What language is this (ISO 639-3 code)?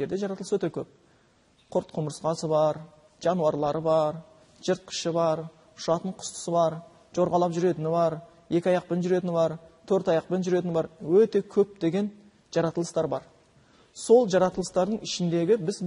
kaz